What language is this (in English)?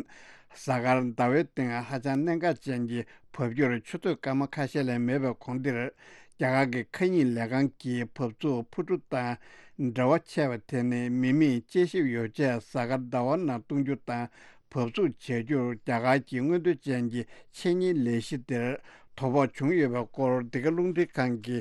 Tibetan